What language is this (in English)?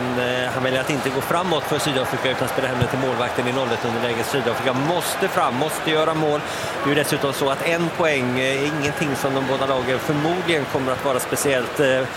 Swedish